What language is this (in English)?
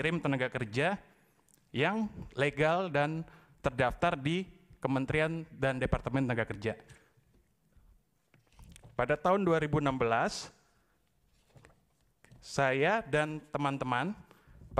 Indonesian